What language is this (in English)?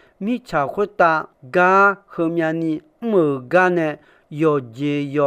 Akha